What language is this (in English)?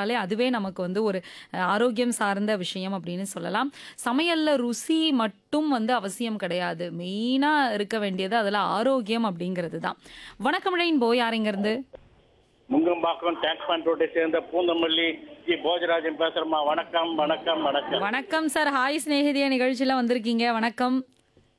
Tamil